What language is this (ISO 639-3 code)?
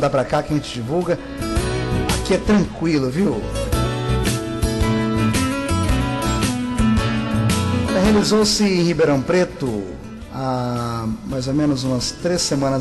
por